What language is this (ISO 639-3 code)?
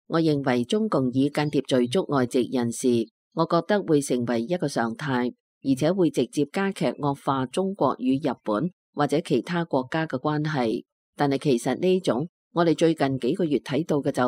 yue